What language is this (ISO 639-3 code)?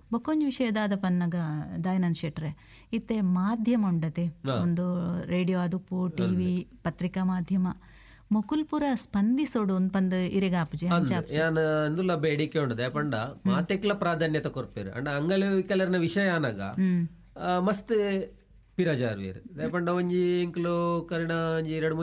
tcy